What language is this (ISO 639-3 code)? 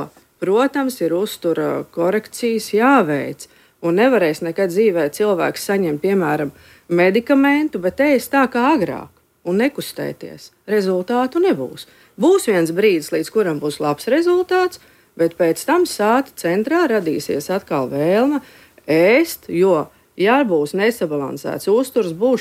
lav